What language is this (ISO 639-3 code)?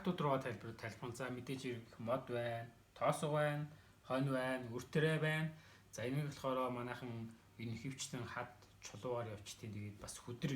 mon